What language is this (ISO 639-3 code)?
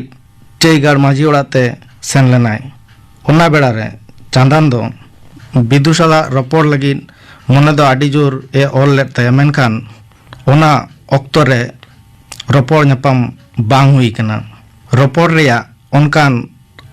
sat